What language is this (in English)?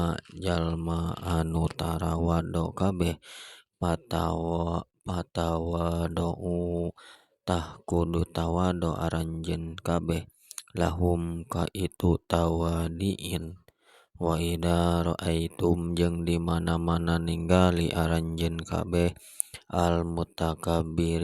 Sundanese